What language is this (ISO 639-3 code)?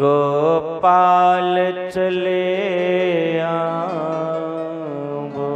doi